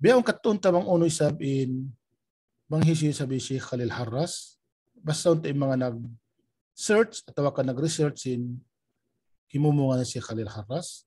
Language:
Tausug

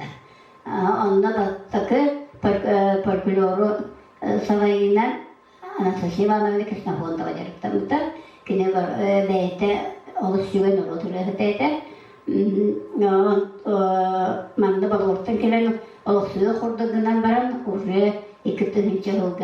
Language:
Yakut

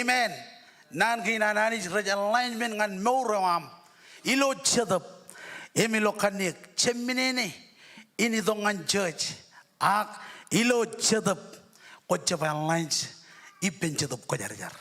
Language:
Marshallese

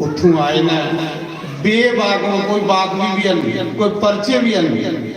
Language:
Dogri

